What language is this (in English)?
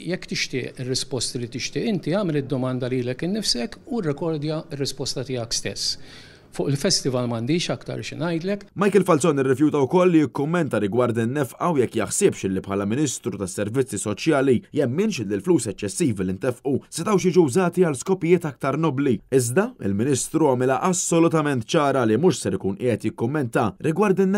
Maltese